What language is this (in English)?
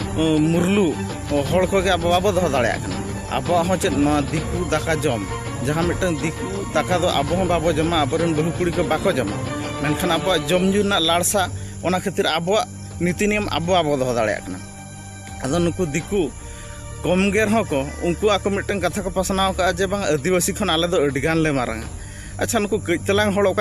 Santali